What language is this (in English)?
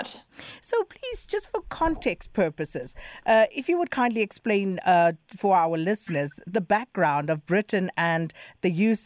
English